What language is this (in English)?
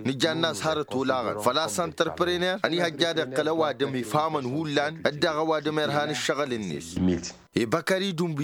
Tamasheq